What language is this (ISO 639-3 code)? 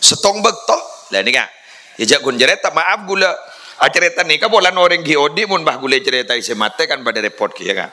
mad